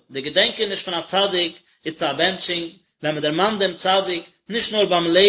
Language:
Yiddish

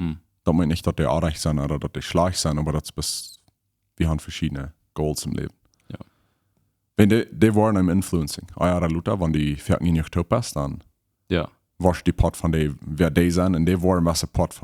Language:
Plautdietsch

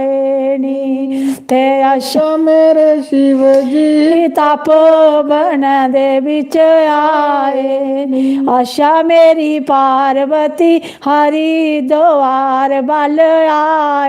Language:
Dogri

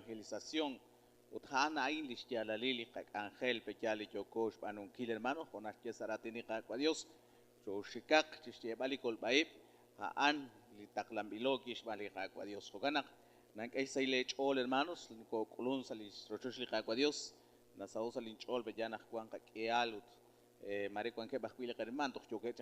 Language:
Kekchí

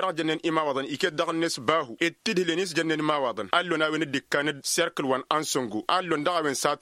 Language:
Tamasheq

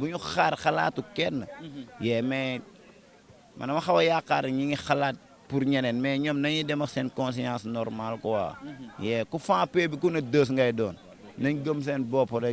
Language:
Wolof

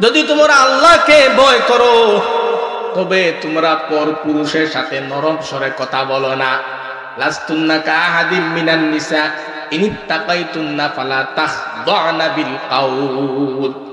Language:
Sylheti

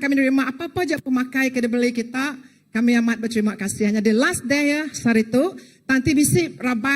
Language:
Iban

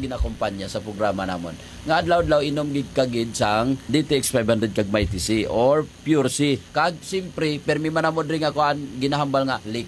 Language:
Hiligaynon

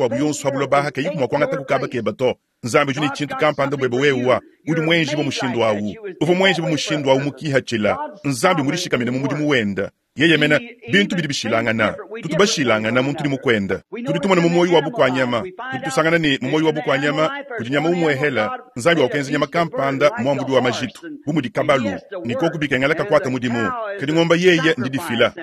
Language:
Luba-Lulua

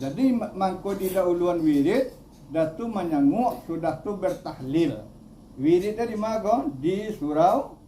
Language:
Minangkabau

